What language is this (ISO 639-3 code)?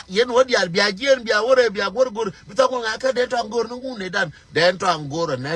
nus